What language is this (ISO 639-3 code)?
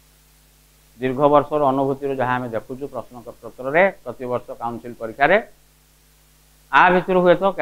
ori